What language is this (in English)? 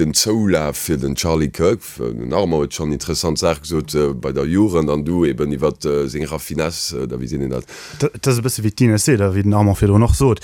Luxembourgish